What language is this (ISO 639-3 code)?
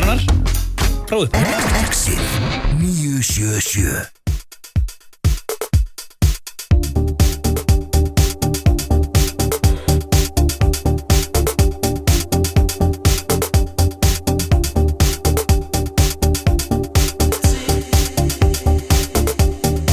isl